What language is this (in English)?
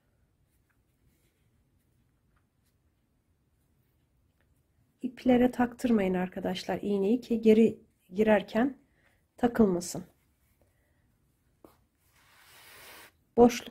Turkish